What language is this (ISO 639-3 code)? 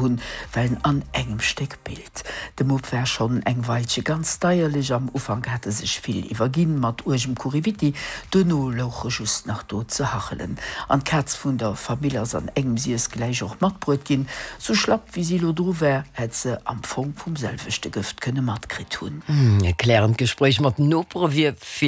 ltz